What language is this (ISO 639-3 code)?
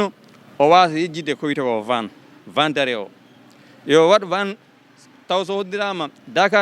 ful